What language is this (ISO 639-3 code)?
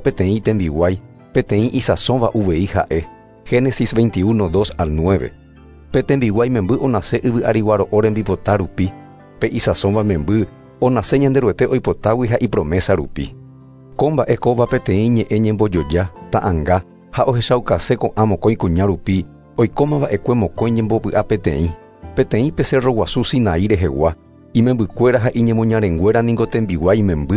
grn